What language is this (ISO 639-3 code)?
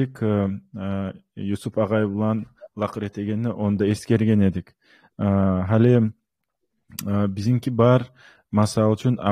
kum